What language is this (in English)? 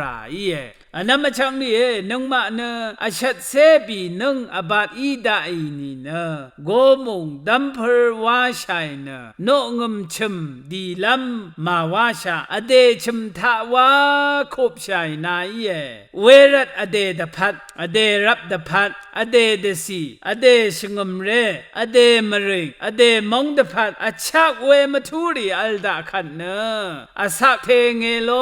Rawang